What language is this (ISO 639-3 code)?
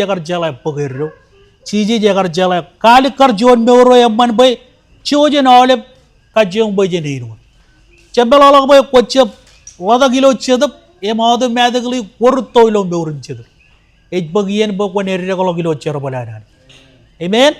mah